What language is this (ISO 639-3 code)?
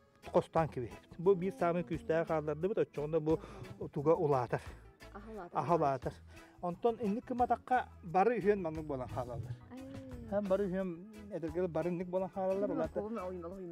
sah